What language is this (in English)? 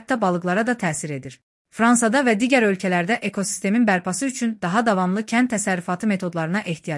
Azerbaijani